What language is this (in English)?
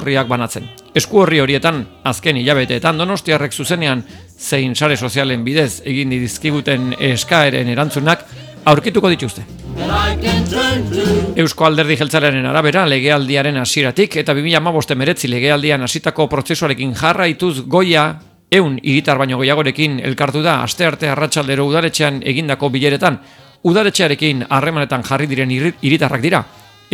Basque